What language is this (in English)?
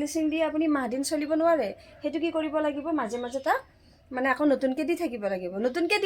Assamese